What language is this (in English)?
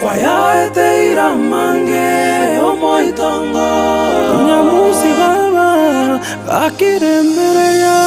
Gusii